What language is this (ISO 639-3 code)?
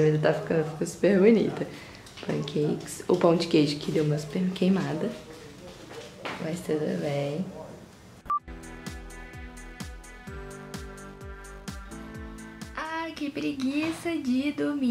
por